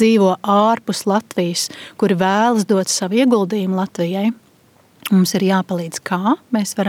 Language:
Latvian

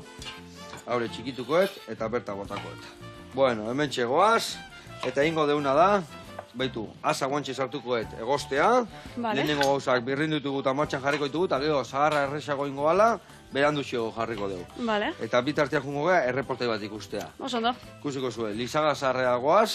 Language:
Basque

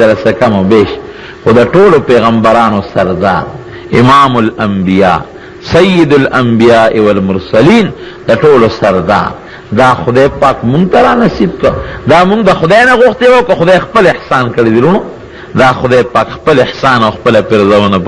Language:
Pashto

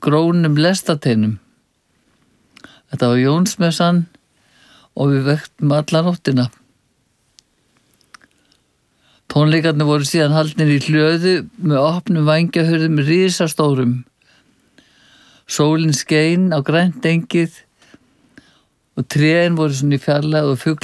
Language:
Icelandic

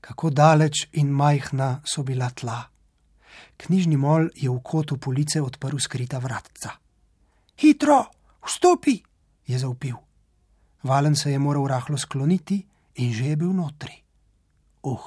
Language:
Slovenian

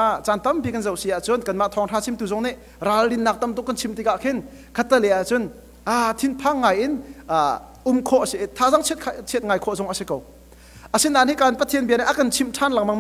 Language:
Hakha Chin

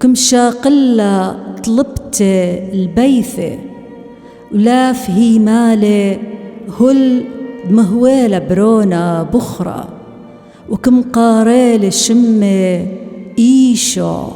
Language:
Assyrian Neo-Aramaic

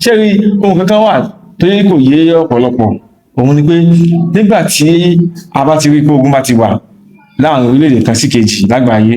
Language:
Yoruba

